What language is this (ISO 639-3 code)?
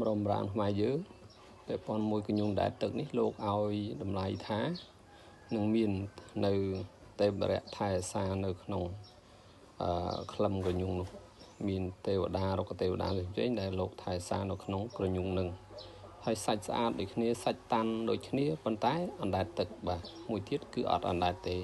khm